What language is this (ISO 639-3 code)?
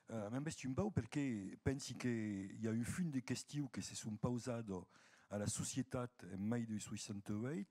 oci